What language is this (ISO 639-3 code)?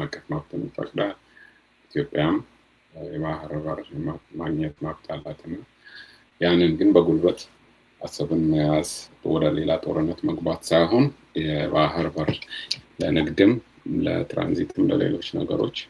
amh